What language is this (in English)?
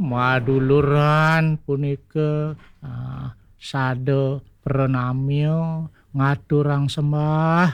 Balinese